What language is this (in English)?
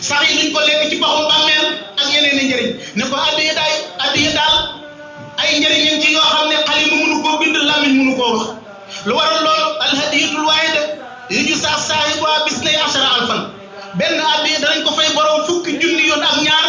Wolof